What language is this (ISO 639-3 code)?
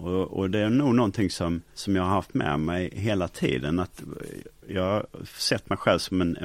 swe